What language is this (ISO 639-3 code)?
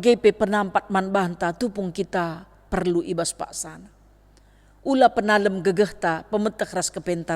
btx